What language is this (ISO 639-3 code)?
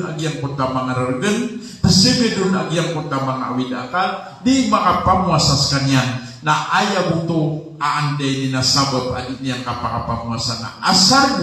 mrw